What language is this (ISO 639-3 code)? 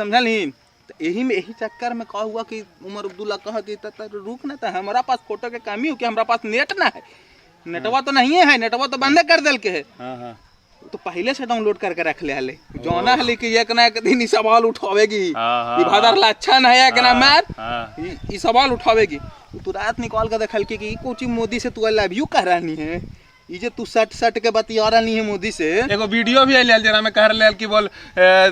mag